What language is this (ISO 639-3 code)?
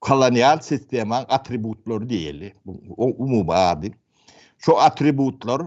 tuk